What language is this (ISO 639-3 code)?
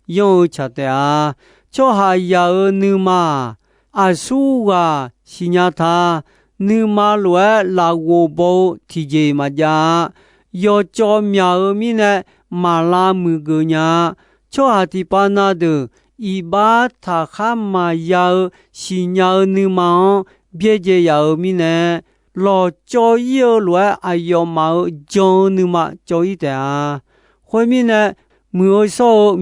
ahk